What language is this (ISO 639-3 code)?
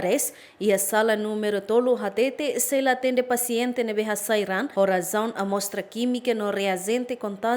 tet